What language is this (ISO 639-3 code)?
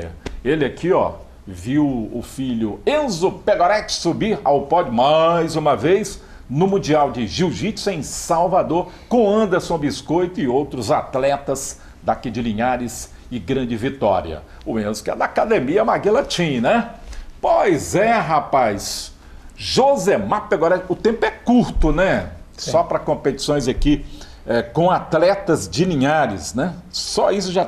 por